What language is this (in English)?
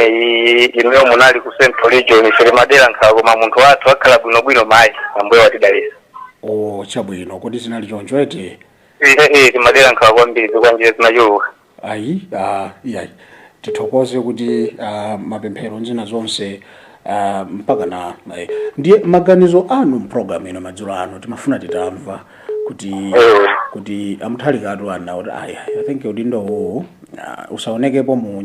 Nyanja